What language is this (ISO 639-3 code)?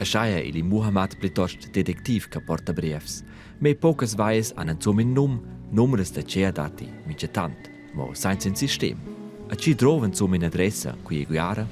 roh